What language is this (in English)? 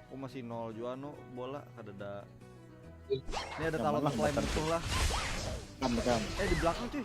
Banjar